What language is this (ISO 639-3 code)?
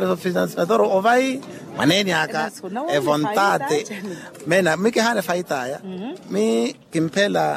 vmw